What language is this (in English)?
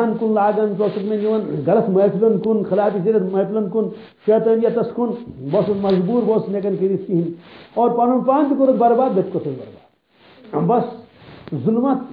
Kashmiri